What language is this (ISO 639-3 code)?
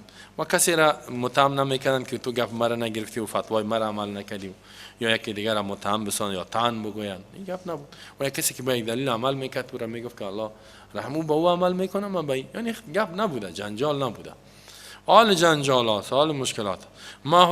fas